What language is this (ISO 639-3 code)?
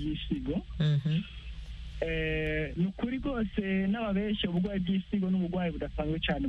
kin